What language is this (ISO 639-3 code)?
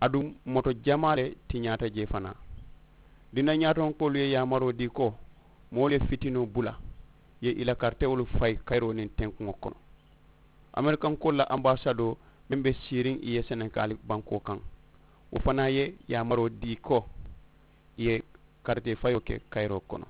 man